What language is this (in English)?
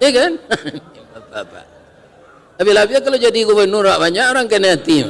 Minangkabau